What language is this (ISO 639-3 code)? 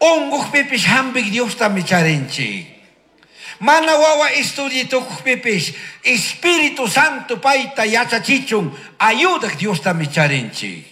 qug